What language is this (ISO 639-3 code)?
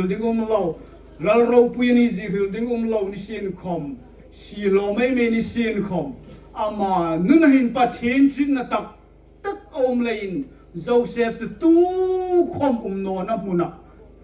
hmr